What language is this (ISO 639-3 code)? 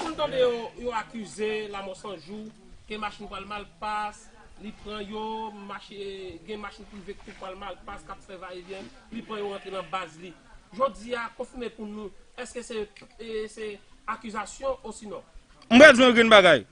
hat